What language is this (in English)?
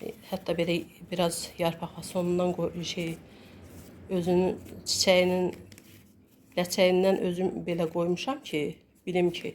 Azerbaijani